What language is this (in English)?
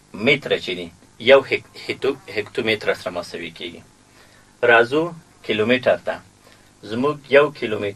Pashto